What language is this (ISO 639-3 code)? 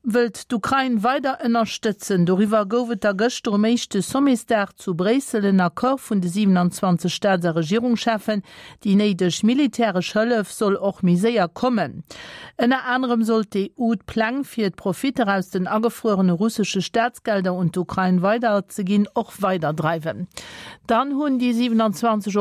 ltz